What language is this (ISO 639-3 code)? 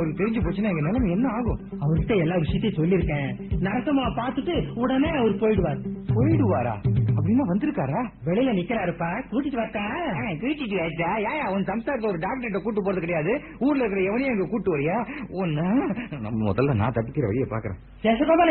tam